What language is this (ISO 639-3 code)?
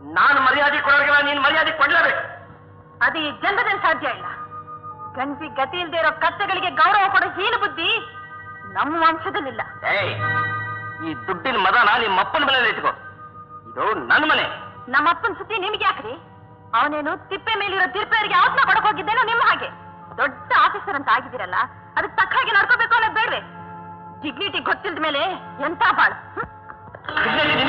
kan